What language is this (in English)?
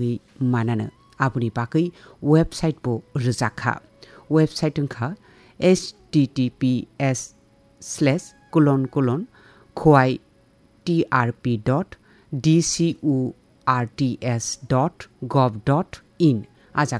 Kok Borok